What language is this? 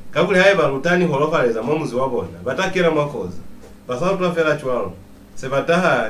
Lozi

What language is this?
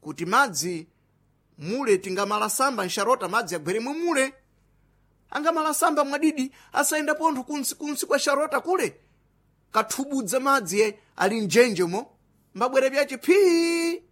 Sena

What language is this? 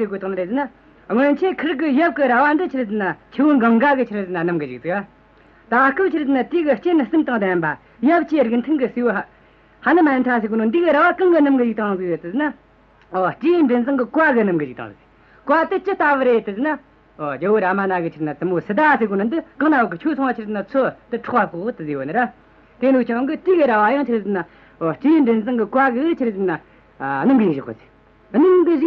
Tibetan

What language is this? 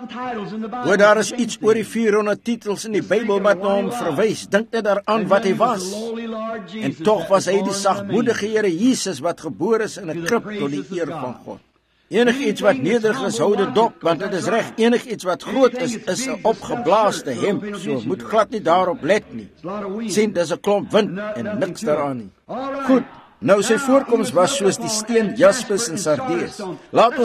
Afrikaans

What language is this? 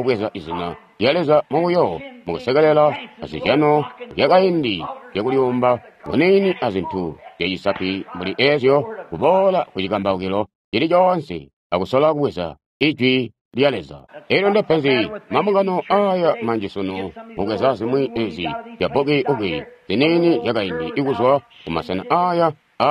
Tonga (Zambia)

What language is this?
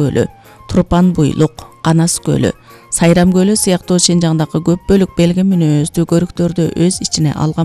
Kyrgyz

